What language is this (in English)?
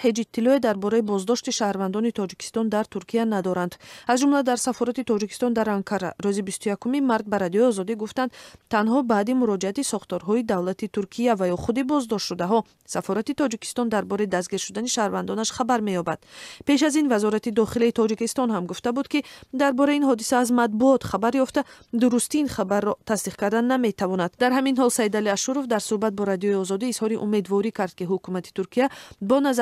Tajik